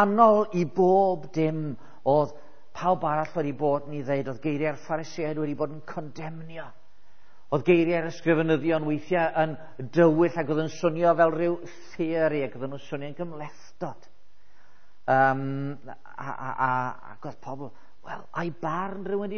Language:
Welsh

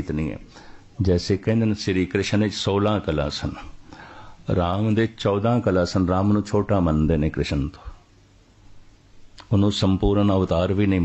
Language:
Punjabi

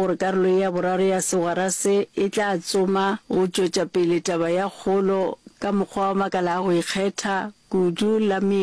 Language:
Northern Sotho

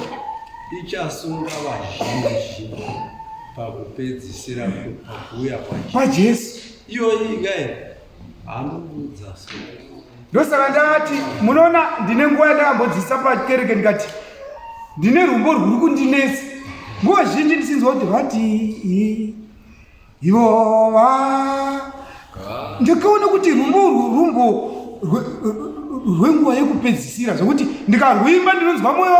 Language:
Shona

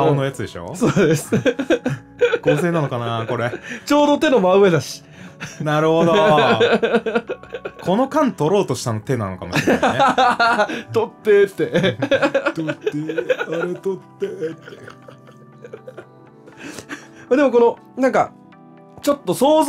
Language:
Japanese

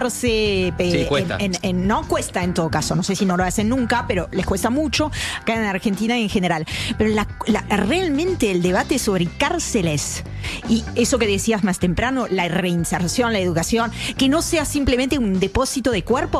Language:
Spanish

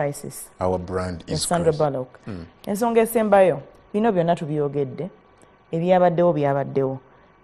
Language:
Ganda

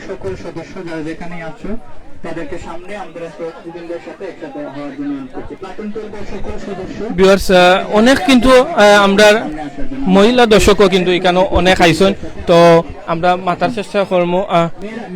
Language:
Sylheti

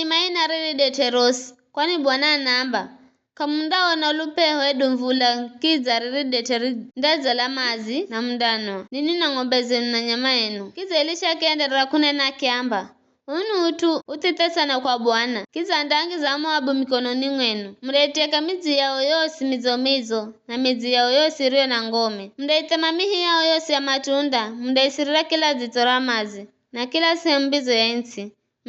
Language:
Giryama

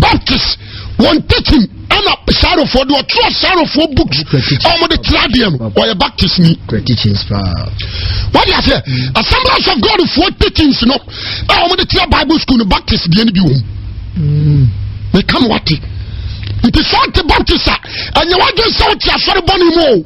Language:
Akan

